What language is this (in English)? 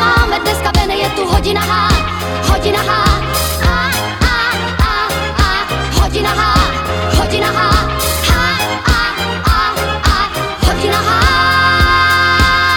Czech